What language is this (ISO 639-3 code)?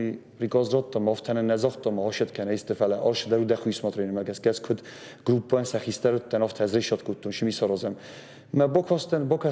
oss